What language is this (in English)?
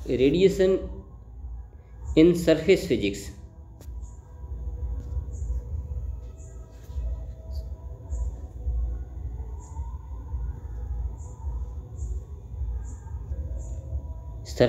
Hindi